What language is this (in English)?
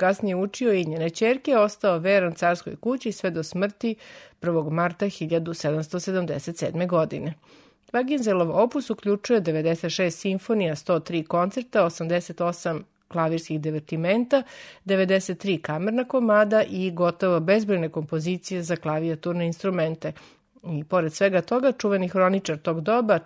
Serbian